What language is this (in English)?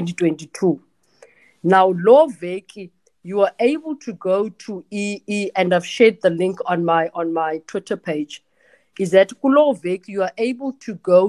Xhosa